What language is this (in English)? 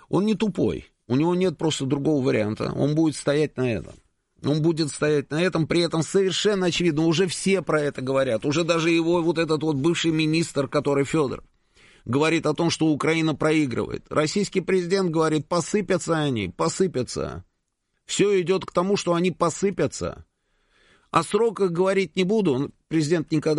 Russian